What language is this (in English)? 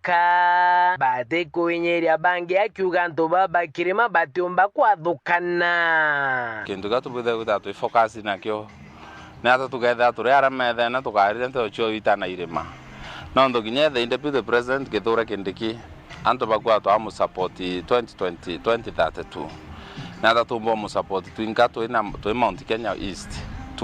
Meru